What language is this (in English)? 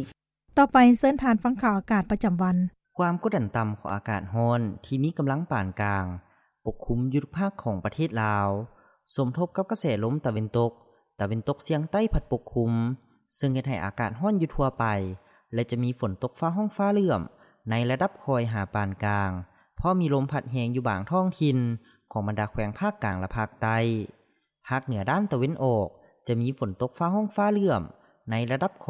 Lao